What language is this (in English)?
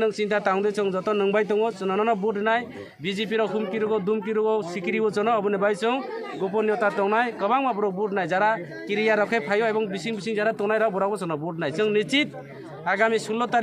Kok Borok